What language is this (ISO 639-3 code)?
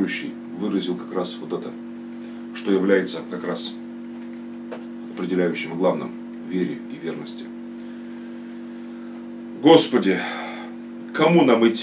rus